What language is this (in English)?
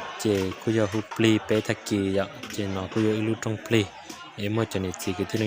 Hmong